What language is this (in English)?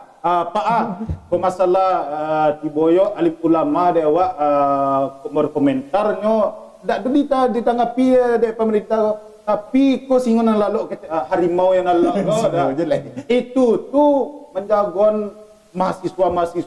Minangkabau